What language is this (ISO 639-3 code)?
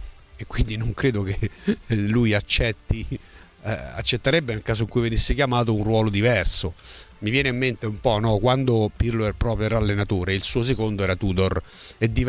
ita